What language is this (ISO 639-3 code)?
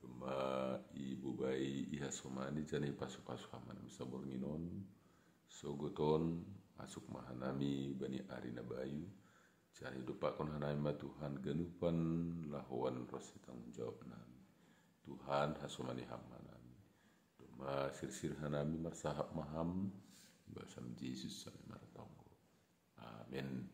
bts